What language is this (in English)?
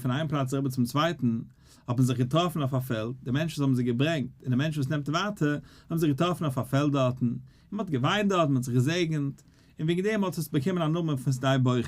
Yiddish